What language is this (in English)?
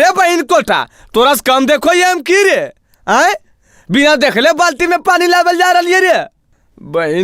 Magahi